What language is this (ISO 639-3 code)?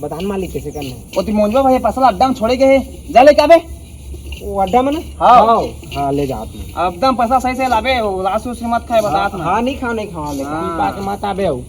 hne